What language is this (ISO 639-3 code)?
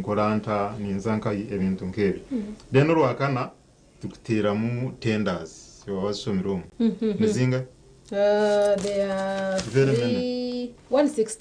nyn